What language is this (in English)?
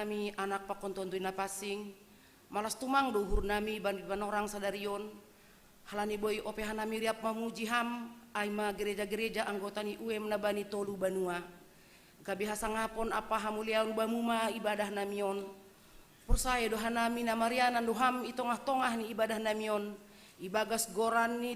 Batak Simalungun